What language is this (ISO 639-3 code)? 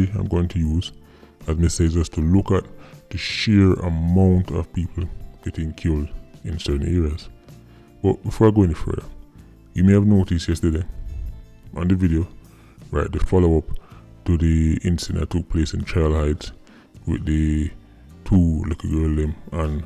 jam